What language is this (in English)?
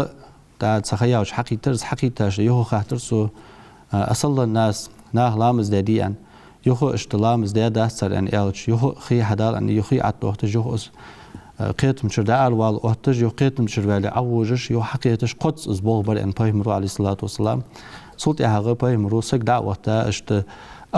Ingush